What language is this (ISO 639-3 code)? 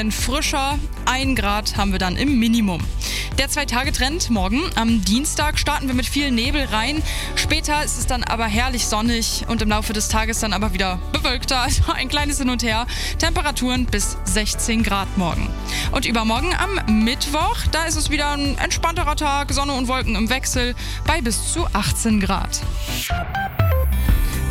deu